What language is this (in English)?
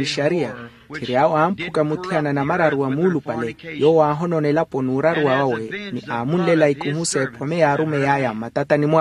Makhuwa